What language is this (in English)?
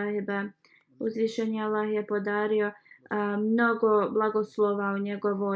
Bosnian